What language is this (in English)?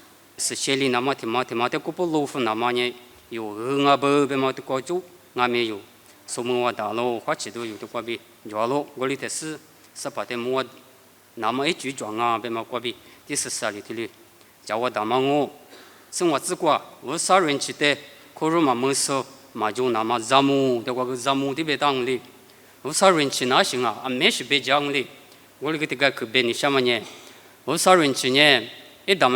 Lisu